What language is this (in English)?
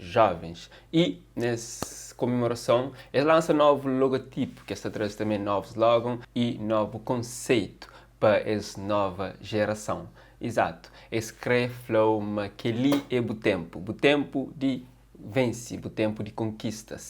Kabuverdianu